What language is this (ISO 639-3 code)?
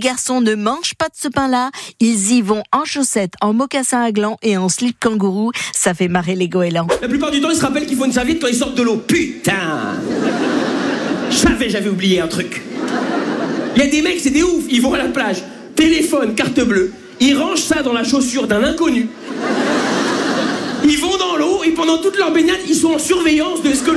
fra